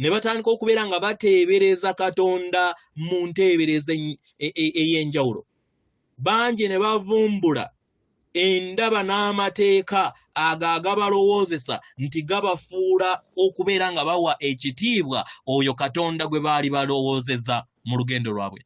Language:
Ganda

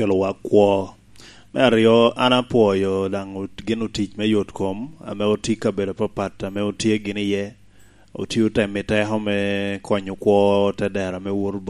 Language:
Lango (Uganda)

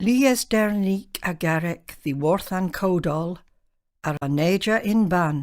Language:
Cornish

